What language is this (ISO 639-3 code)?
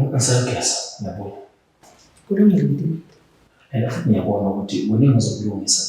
zul